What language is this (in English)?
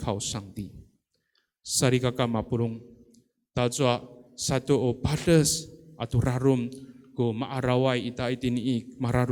Amis